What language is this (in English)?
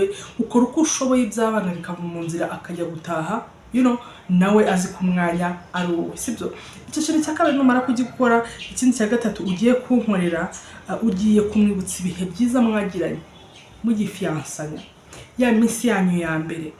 Kinyarwanda